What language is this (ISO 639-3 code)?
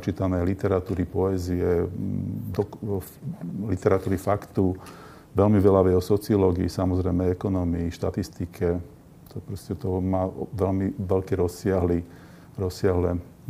slk